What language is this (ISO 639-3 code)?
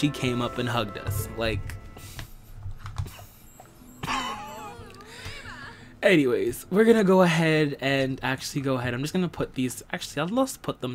eng